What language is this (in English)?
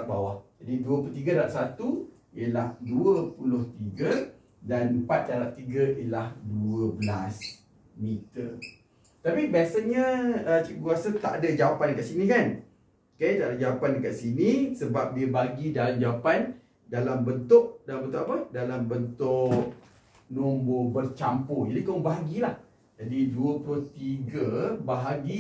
Malay